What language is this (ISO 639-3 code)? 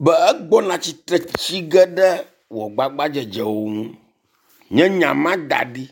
ewe